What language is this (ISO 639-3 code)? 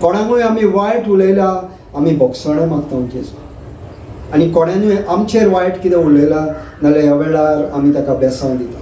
kok